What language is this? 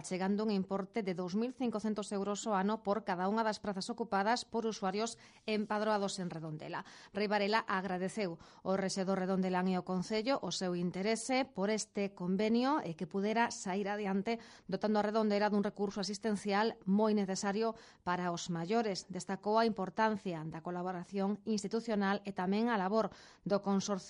Galician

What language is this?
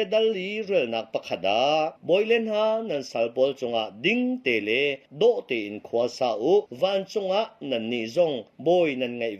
Hakha Chin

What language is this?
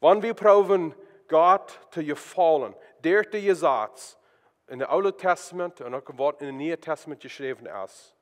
Plautdietsch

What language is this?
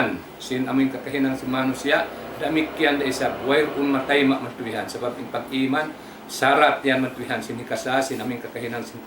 Tausug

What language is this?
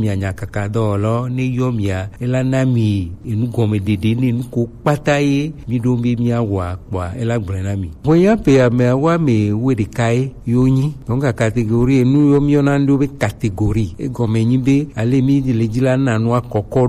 Gen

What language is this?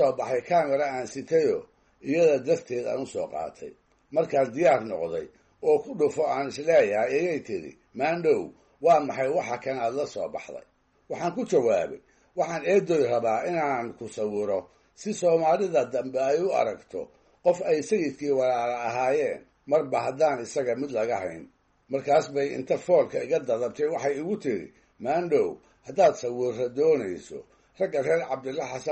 Somali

